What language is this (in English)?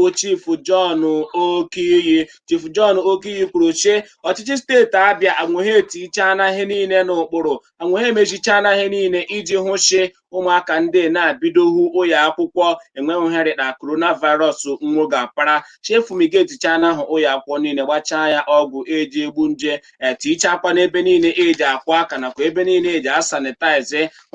Igbo